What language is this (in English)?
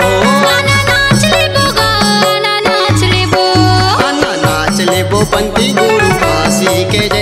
Chhattisgarhi